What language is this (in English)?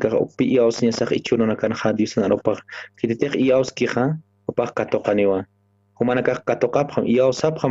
Aymara